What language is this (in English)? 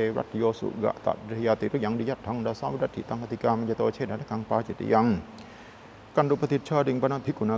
Pali